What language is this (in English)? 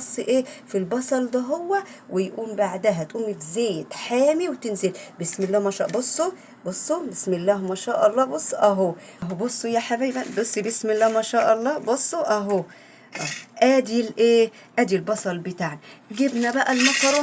Egyptian Arabic